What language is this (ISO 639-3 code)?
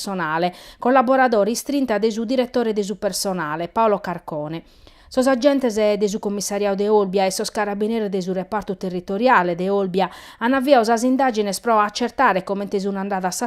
srd